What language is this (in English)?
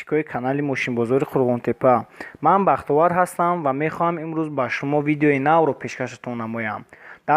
Tajik